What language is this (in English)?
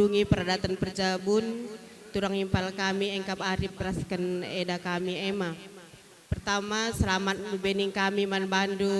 Batak Karo